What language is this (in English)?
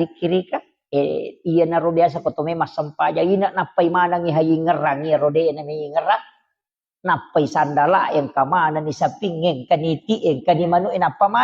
Buginese